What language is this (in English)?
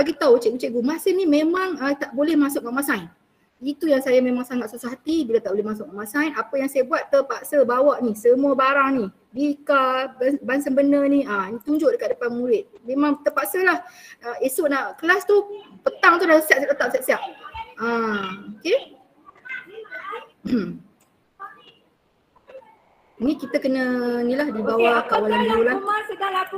Malay